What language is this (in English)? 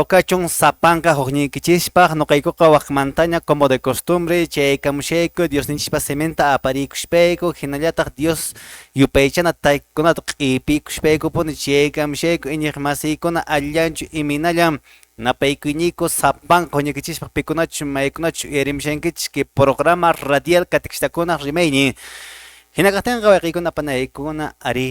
Quechua